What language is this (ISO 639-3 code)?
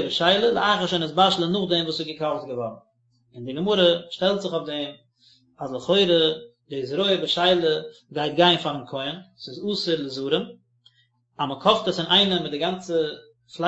yid